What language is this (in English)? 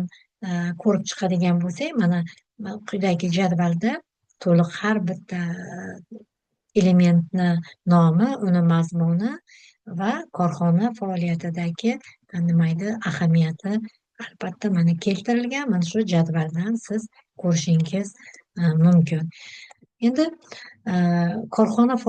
Uzbek